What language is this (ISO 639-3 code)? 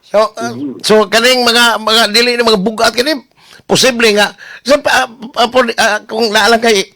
ceb